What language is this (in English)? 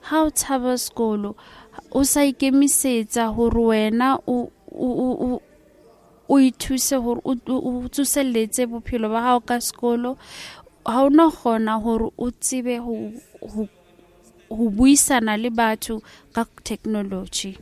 Southern Sotho